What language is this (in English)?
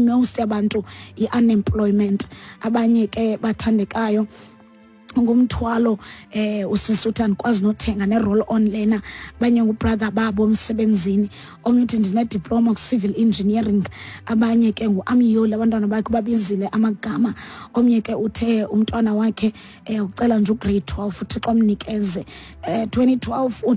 Xhosa